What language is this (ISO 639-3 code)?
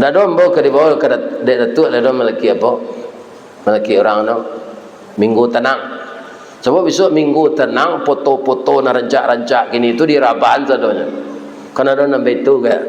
min